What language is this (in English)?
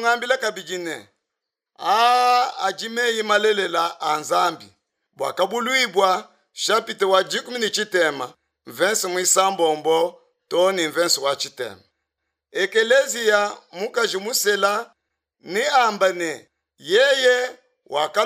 Luba-Lulua